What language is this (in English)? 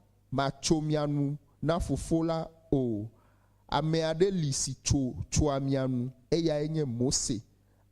Ewe